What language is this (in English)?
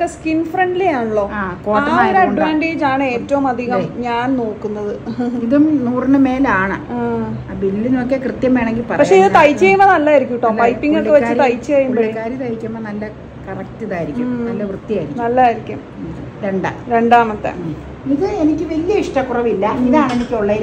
Malayalam